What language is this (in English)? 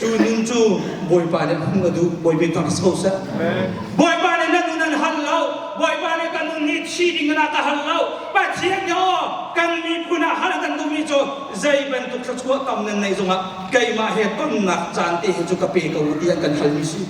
Hakha Chin